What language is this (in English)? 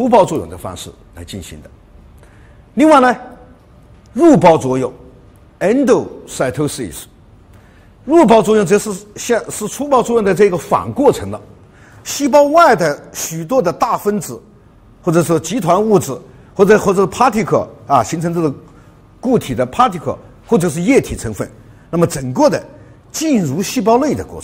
Chinese